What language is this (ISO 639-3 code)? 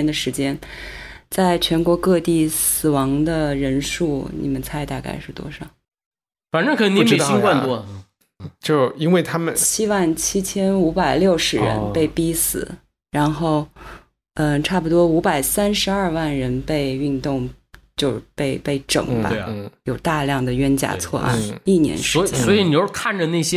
zho